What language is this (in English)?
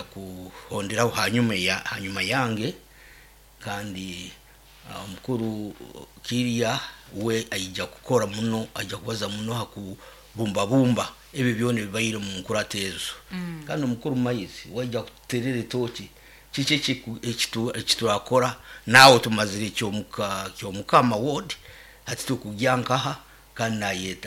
Nyoro